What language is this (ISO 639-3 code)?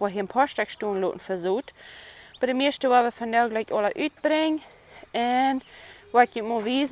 pdt